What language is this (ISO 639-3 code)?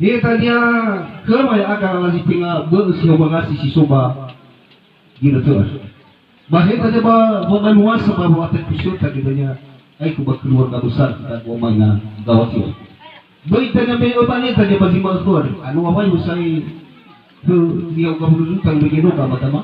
nia